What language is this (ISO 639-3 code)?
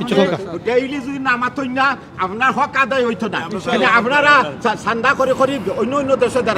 syl